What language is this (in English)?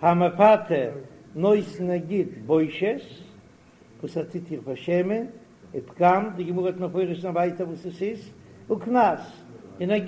Yiddish